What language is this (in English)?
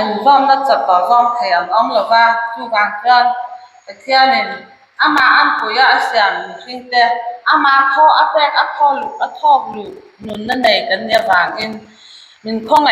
Mizo